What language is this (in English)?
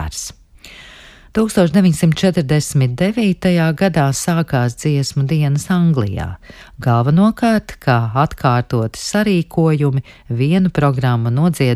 Latvian